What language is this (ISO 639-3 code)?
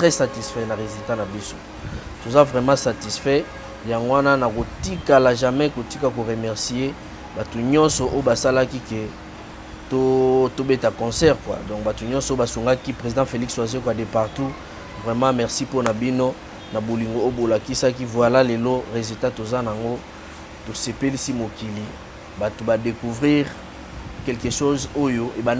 lin